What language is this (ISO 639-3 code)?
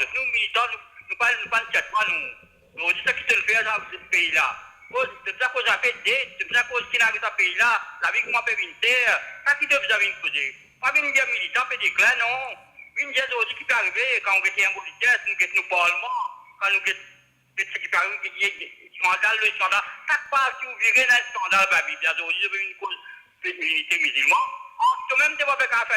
mfe